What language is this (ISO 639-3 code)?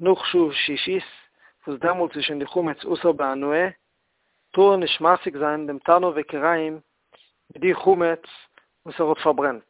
yid